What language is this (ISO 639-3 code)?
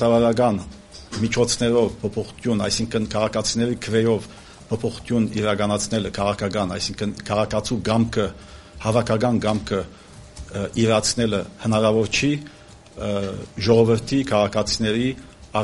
hye